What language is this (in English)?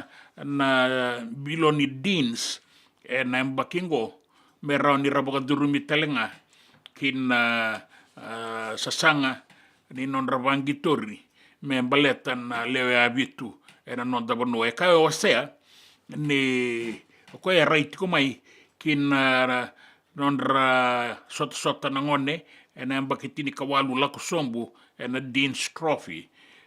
Fijian